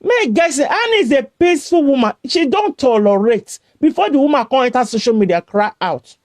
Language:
Nigerian Pidgin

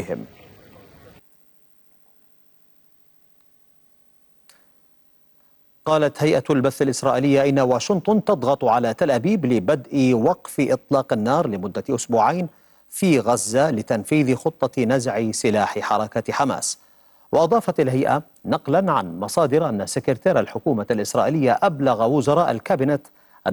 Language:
Arabic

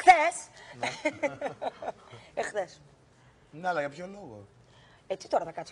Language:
Greek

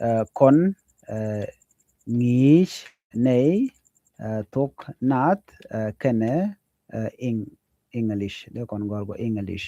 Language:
Nuer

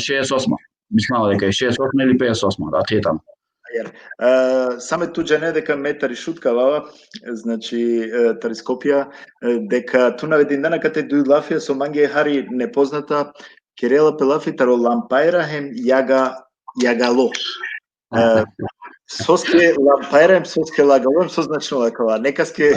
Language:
Balkan Romani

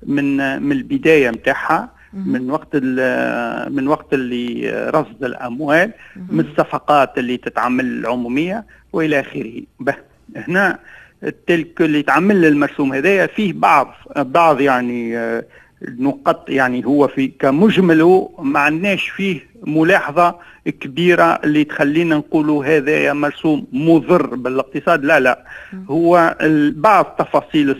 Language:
Tunisian Arabic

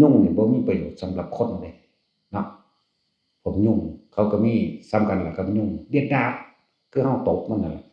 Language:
Northeastern Thai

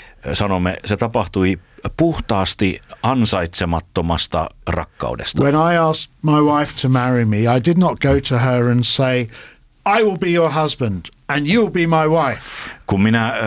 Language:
Finnish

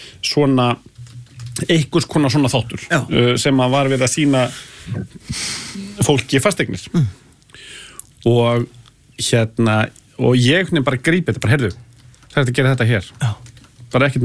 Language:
Icelandic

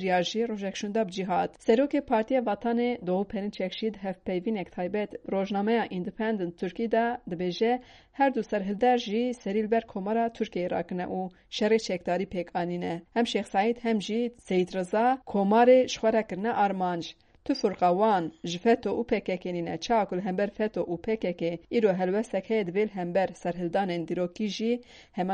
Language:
Kurdish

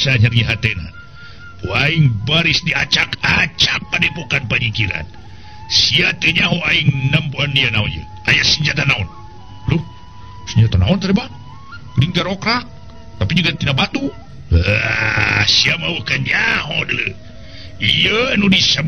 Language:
Sundanese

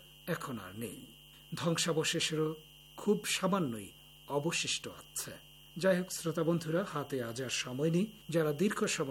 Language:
Bangla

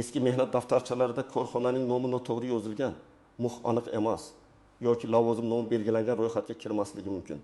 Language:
Uzbek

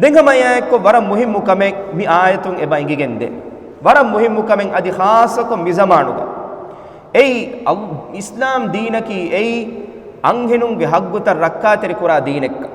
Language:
Divehi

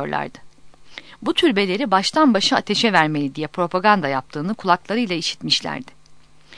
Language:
Turkish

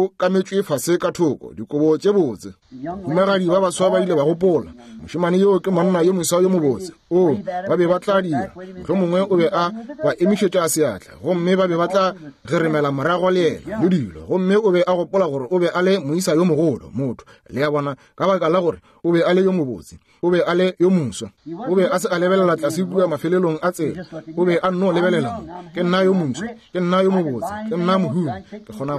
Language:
Northern Sotho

